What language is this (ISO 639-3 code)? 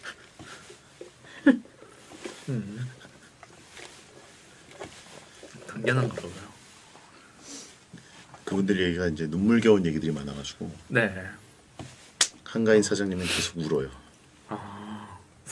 kor